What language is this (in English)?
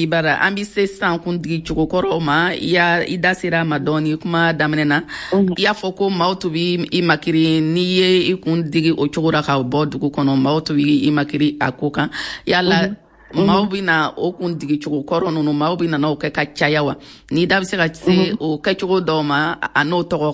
Bambara